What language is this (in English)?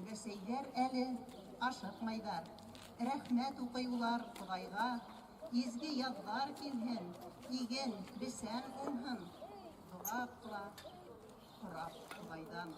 Bashkir